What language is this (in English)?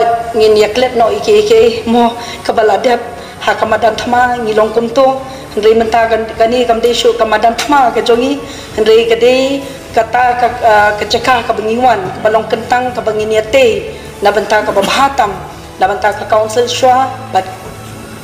Khasi